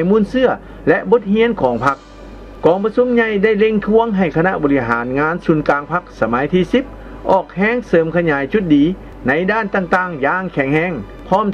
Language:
Lao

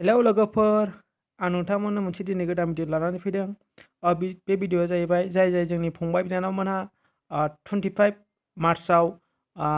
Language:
Bodo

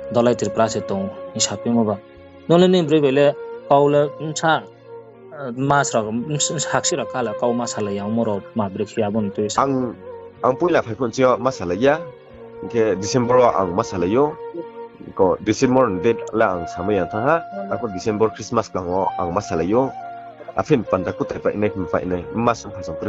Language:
Riang (India)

